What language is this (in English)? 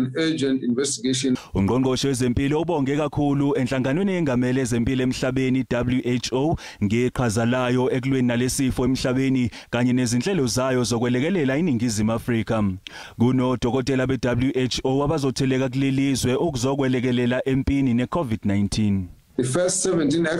Zulu